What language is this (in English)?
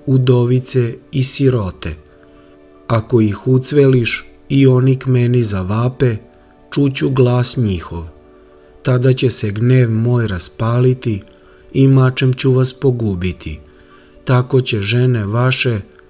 Serbian